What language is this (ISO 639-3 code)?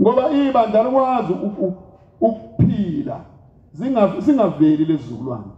zul